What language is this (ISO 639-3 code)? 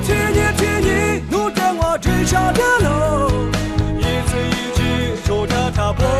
lis